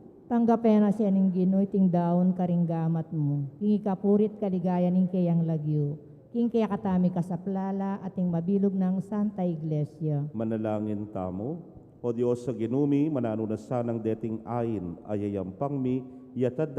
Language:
Pampanga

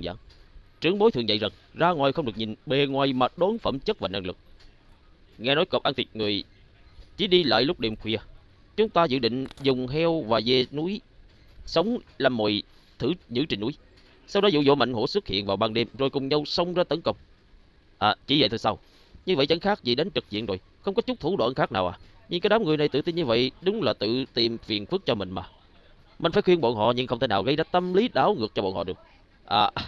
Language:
Vietnamese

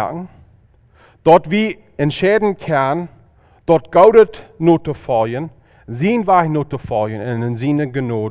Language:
Plautdietsch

